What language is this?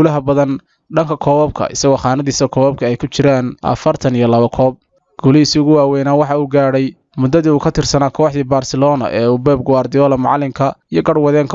Somali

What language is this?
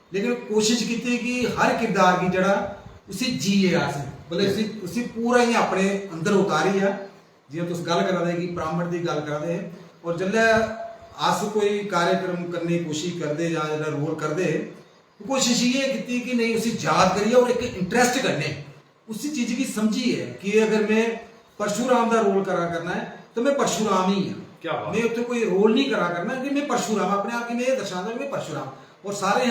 Dogri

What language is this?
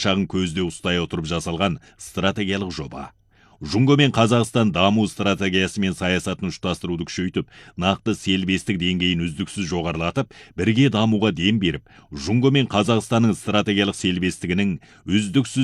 Kazakh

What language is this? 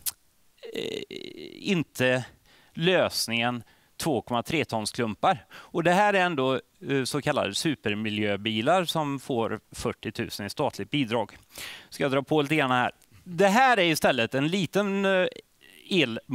Swedish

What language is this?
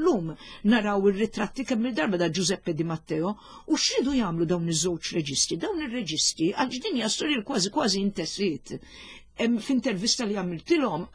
Maltese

